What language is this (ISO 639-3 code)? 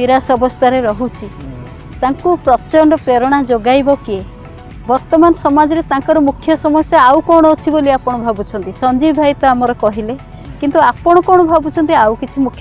ori